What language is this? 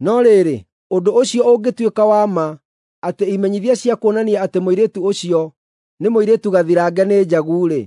Kikuyu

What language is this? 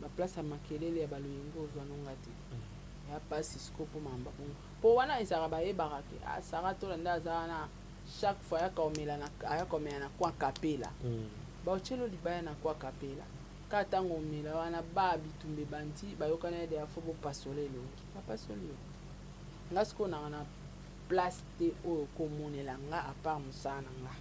Lingala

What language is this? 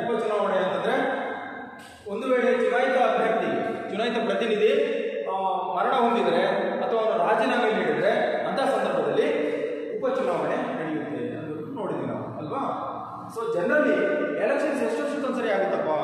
Kannada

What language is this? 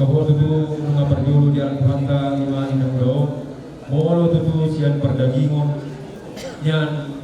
Batak Toba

